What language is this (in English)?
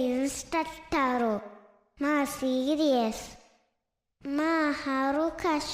Divehi